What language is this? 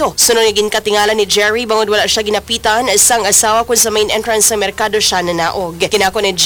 Hiligaynon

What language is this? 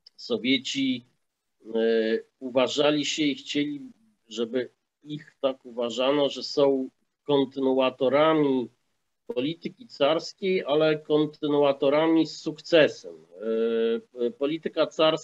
Polish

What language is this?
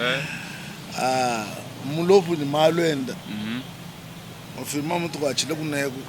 Luba-Lulua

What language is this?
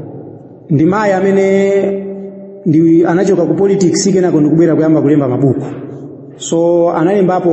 Nyanja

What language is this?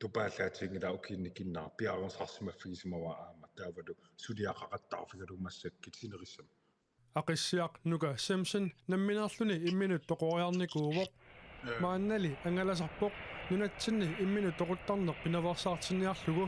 Kalaallisut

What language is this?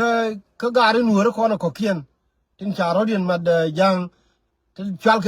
Nuer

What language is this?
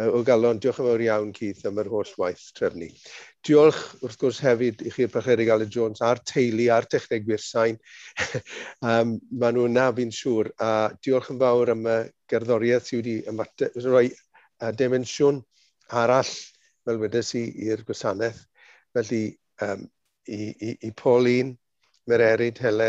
Welsh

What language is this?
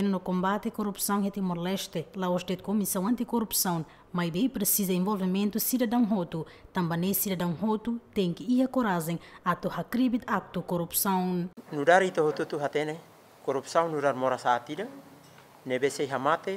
Tetum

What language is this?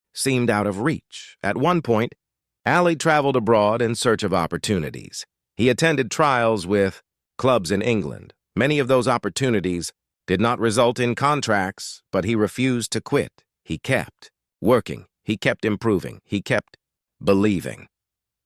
English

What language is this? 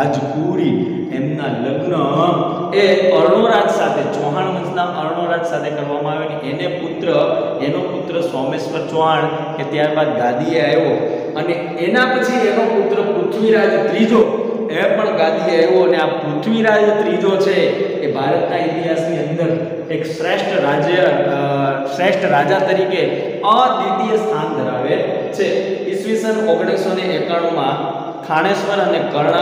Gujarati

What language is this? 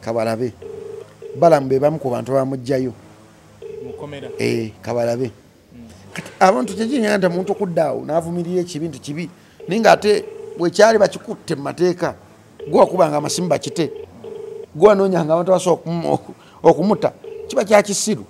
Ganda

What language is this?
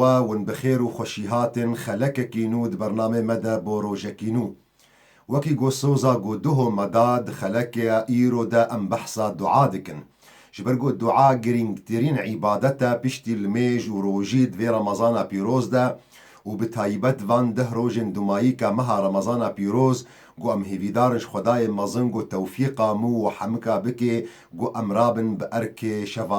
Kurdish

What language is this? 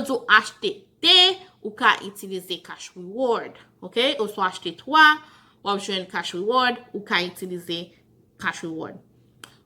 Haitian Creole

